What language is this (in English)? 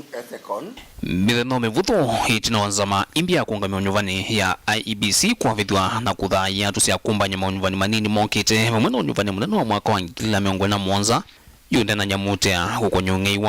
Kamba